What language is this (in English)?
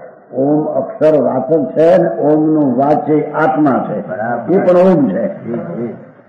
Gujarati